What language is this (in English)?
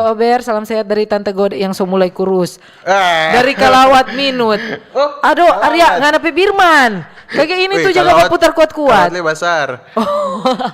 Manado Malay